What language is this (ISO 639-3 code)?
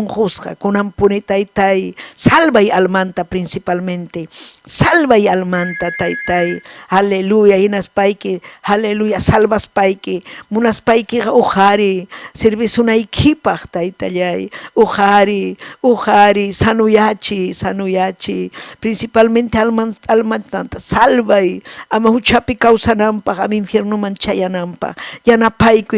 quy